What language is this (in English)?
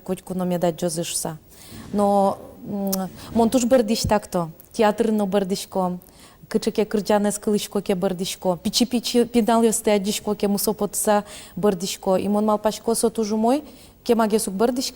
Udmurt